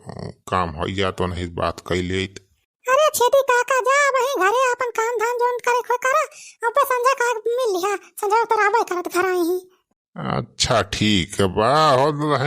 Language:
Awadhi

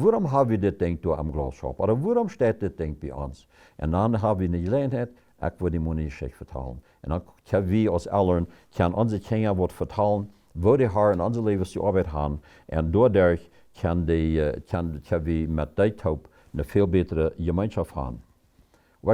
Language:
Plautdietsch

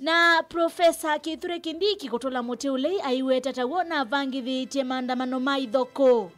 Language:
Kamba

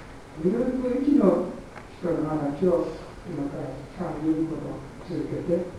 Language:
Japanese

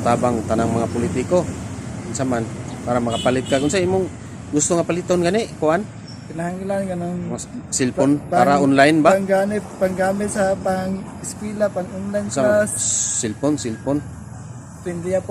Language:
Cebuano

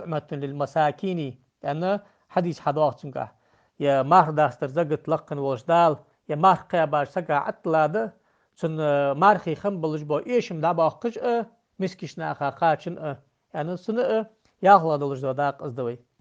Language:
Ingush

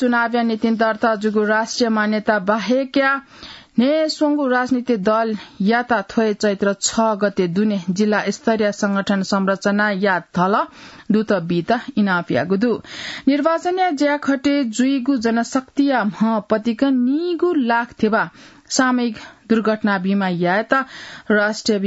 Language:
Newari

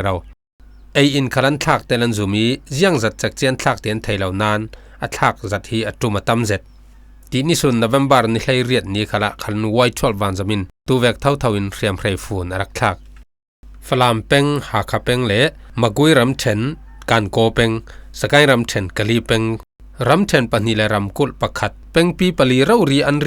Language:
Falam Chin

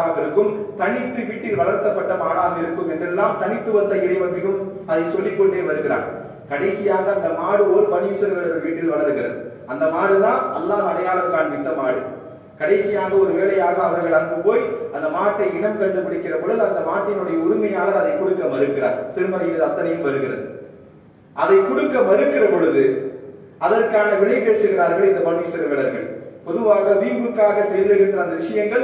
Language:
Tamil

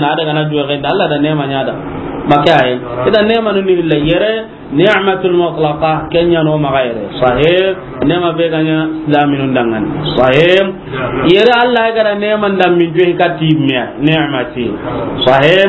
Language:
Soninke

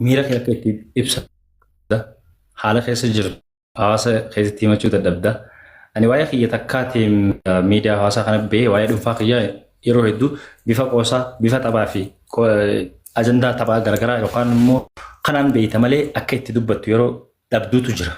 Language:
Oromo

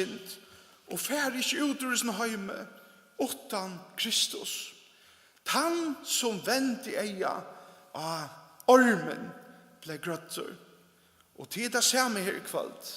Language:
Faroese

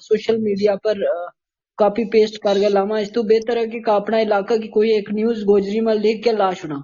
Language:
Gujari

